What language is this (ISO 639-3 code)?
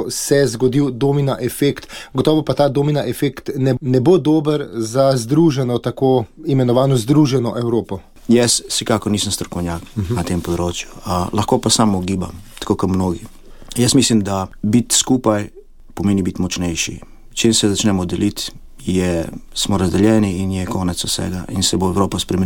slv